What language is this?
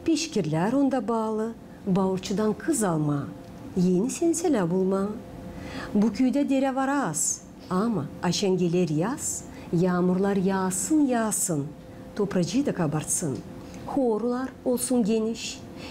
Gagauz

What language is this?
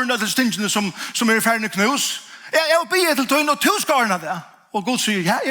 Faroese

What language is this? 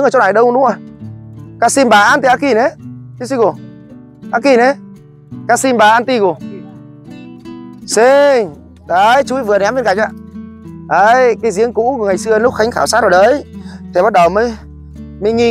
Vietnamese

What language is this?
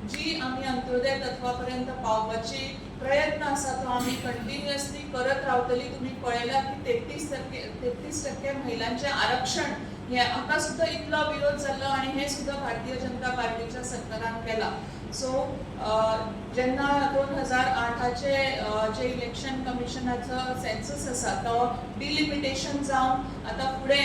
Konkani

